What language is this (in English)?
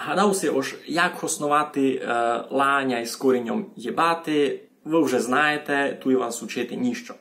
Rusyn